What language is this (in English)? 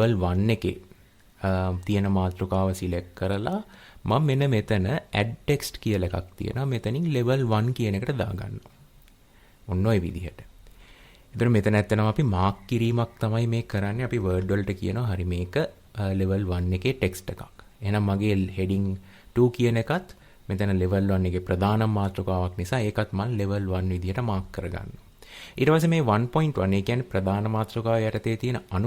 Sinhala